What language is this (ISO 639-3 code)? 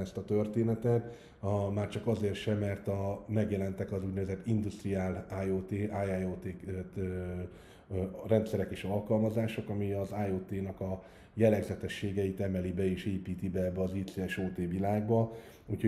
hun